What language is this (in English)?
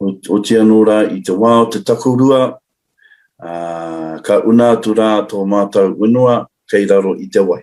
Māori